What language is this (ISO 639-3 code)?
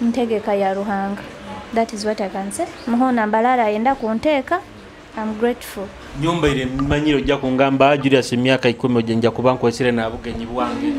nyo